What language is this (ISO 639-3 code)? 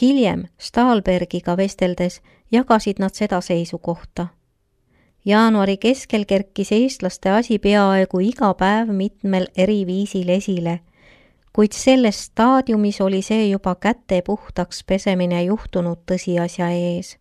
est